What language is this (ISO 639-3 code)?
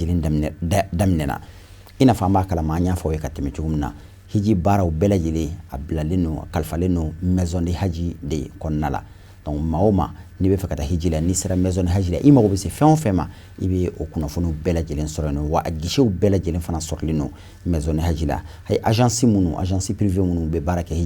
bam